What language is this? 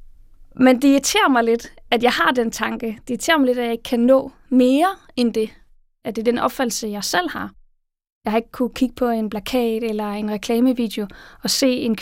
Danish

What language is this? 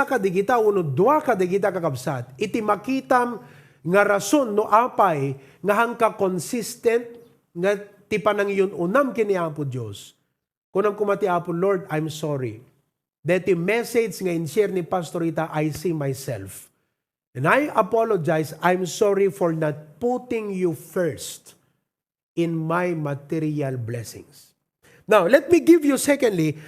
Iloko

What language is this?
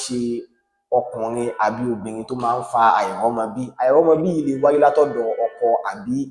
Yoruba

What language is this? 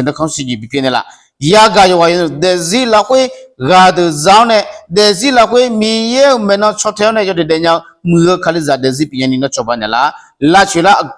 Akha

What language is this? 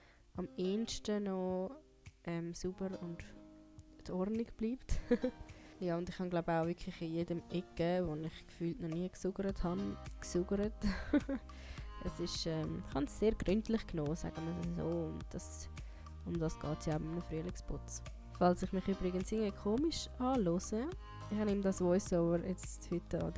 Swiss German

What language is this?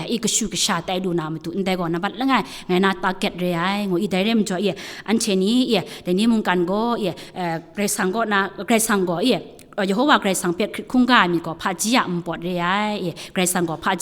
Kachin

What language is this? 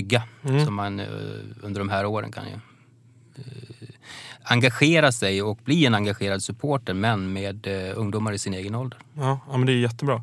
Swedish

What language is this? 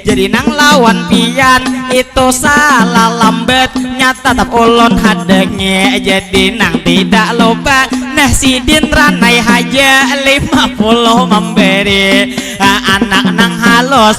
Banjar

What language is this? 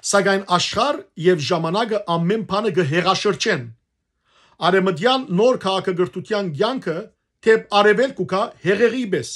Western Armenian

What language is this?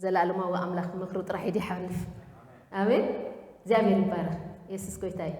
Tigrinya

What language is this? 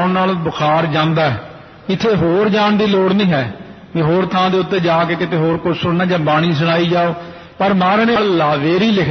Punjabi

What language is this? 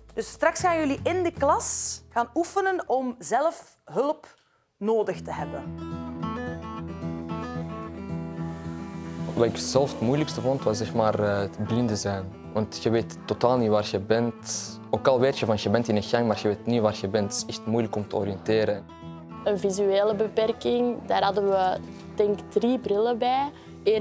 Dutch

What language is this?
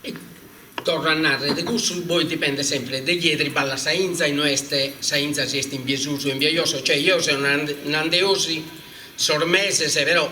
Sardinian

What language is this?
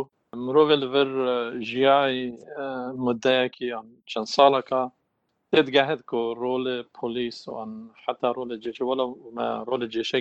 Kurdish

